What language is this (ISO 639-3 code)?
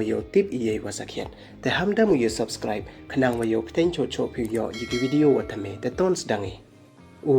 pbv